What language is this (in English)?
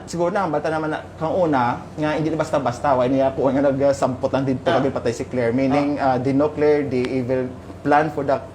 Hiligaynon